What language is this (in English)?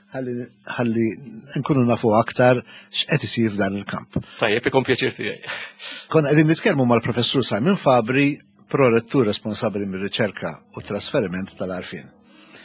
Maltese